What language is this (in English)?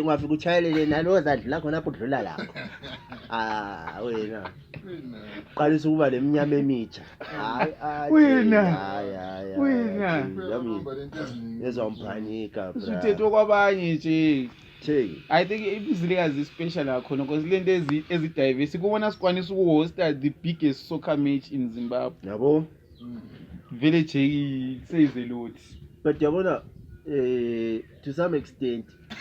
North Ndebele